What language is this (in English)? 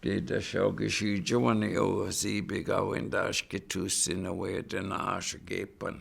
Chippewa